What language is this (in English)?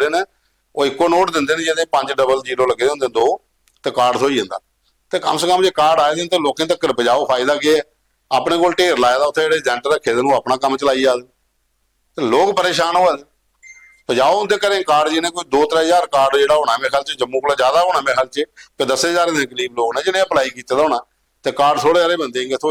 Dogri